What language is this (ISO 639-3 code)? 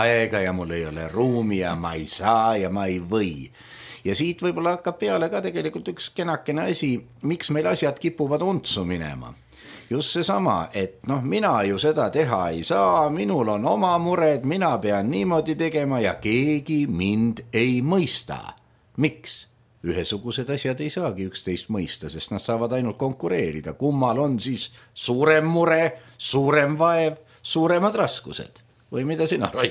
est